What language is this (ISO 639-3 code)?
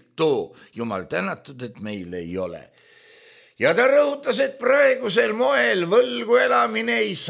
est